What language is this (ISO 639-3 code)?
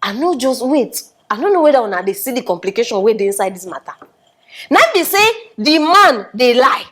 pcm